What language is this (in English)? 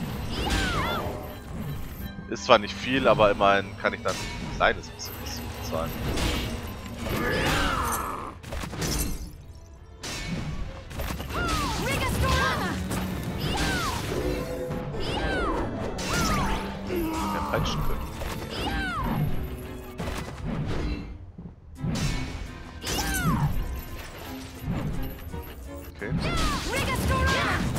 German